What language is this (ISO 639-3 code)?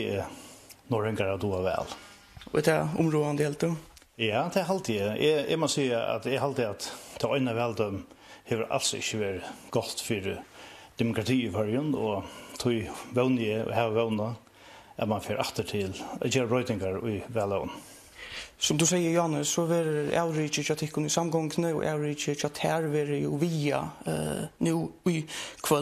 fao